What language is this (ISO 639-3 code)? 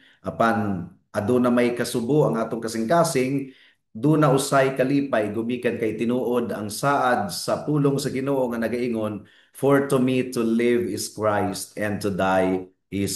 ceb